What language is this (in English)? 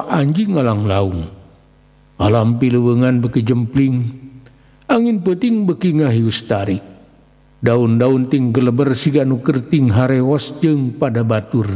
Sundanese